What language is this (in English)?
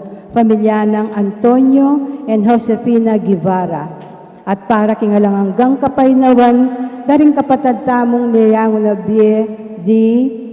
Pampanga